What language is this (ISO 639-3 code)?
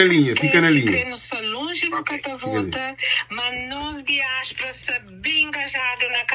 kea